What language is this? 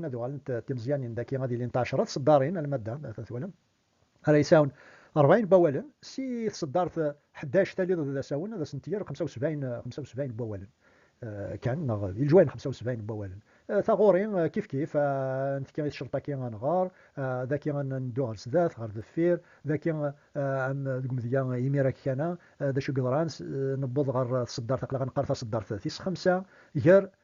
Kabyle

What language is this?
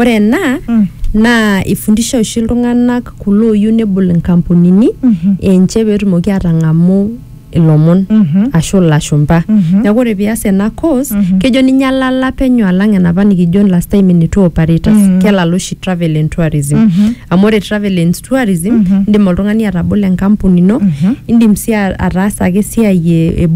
Masai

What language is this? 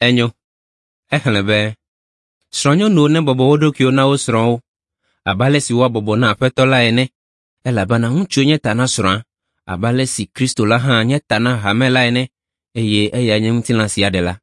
Ewe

